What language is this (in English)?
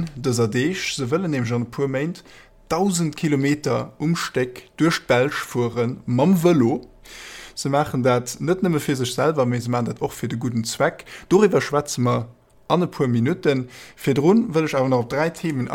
Luxembourgish